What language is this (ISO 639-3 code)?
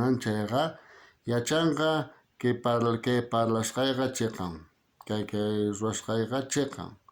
quh